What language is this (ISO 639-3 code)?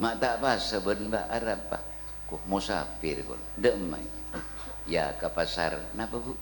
mad